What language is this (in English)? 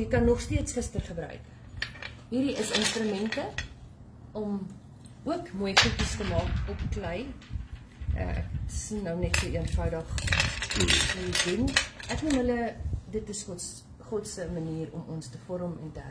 Afrikaans